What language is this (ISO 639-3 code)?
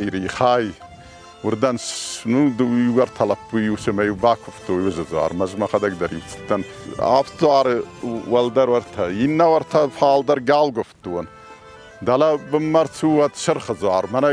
oss